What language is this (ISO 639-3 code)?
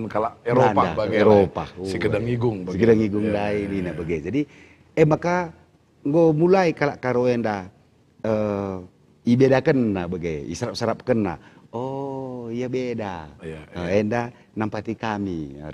btx